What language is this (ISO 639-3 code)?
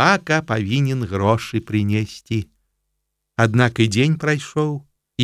bel